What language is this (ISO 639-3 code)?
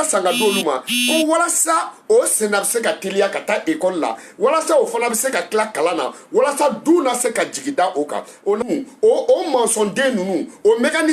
bam